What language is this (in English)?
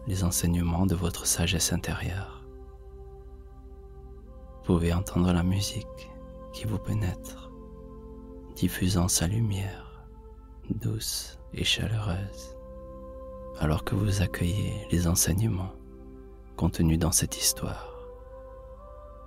French